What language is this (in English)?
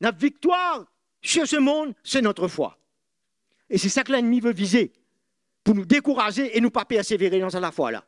Morisyen